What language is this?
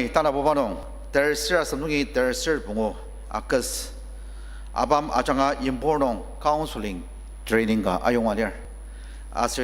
Ao Naga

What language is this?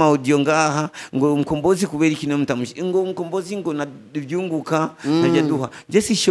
Rundi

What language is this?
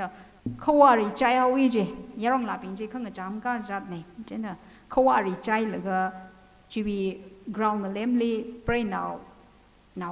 Tangkhul Naga (India)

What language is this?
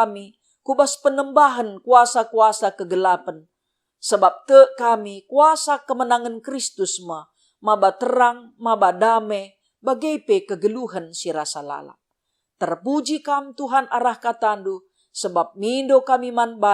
Batak Karo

